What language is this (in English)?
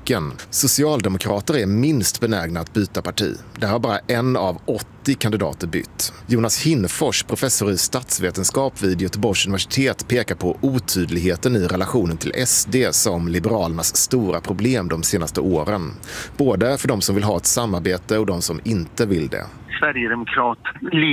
Swedish